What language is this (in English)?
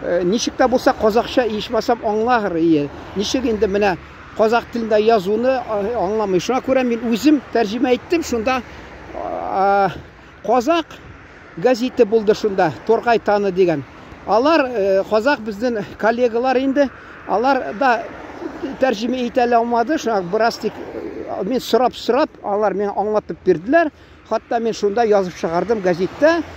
Tatar